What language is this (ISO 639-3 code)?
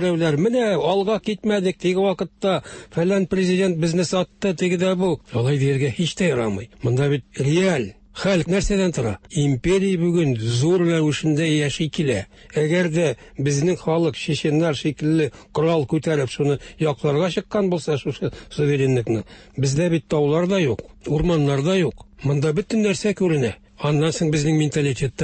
tat